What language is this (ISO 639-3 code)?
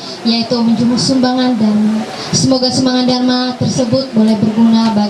mhy